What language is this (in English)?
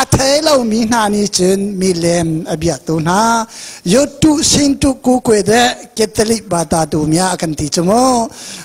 Hakha Chin